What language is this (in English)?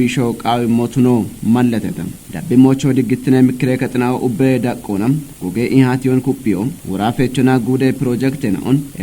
Kafa